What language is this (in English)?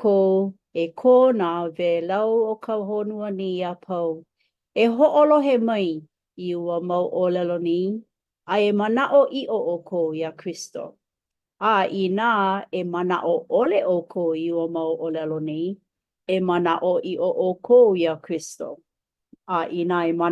Hawaiian